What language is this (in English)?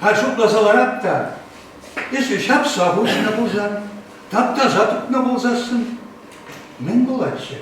Chuvash